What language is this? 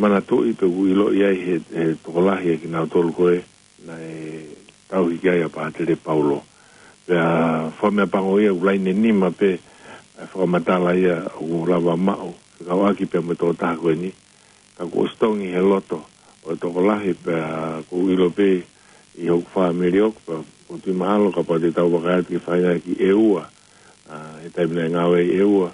Tongan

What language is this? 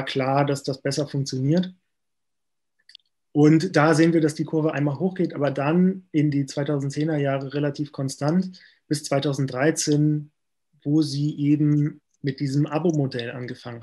German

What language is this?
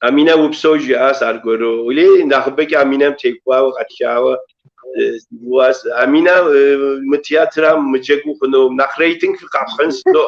Kabardian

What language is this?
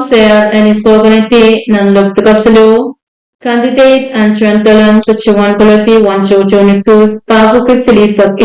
Pohnpeian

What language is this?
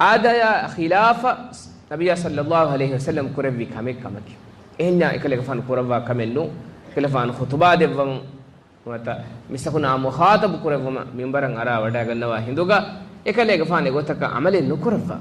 Divehi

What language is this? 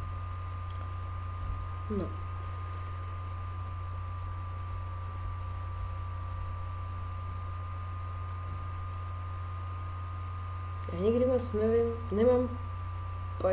Czech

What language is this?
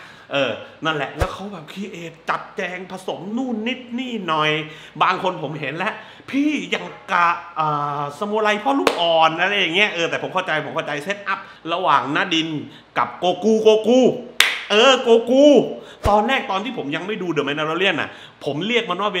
Thai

